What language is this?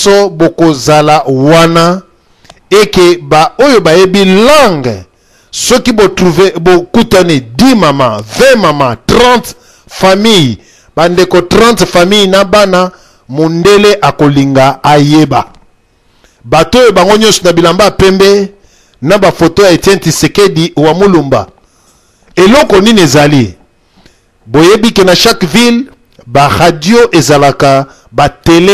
Lingala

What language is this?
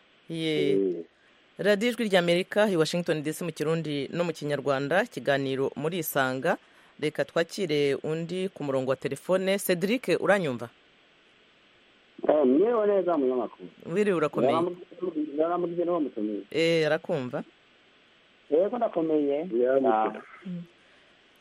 Kinyarwanda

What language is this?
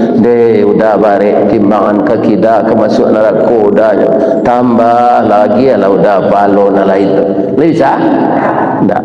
Minangkabau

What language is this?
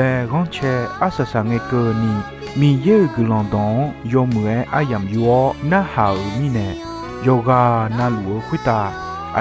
Akha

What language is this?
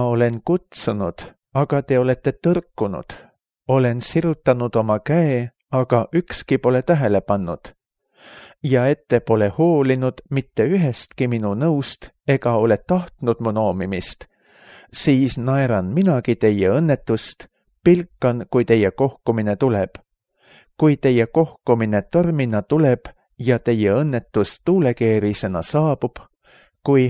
Estonian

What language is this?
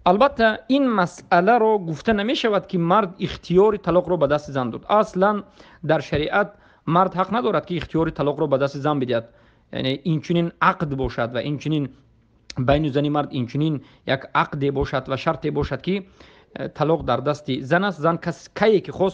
Tajik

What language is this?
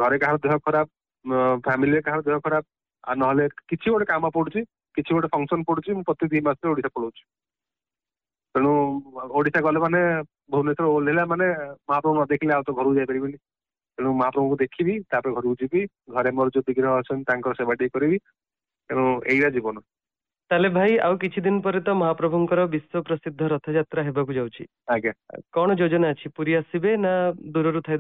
Odia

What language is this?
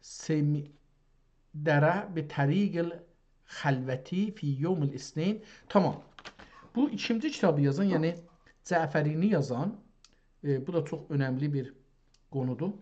South Azerbaijani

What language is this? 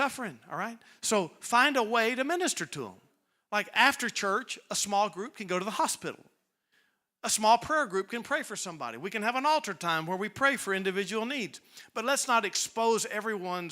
English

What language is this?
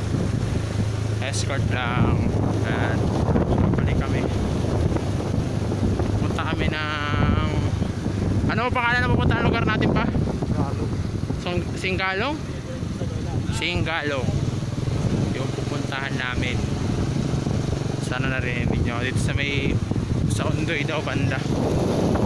Filipino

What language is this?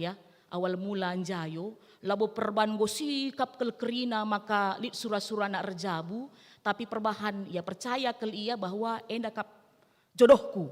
Batak Karo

